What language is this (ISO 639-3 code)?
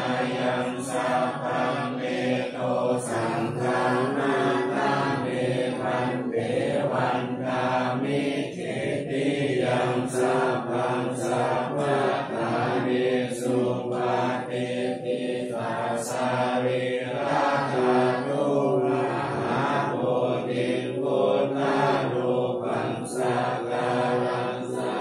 pli